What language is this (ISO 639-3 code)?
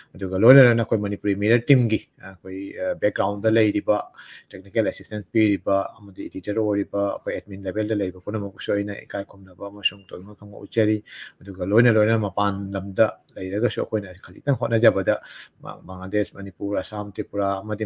mni